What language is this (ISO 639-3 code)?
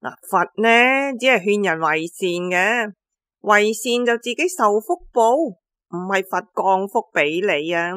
yue